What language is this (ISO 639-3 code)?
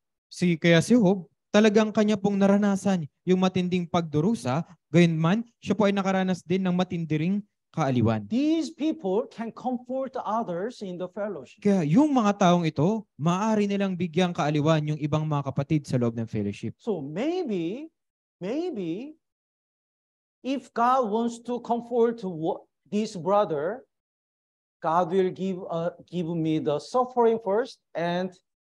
fil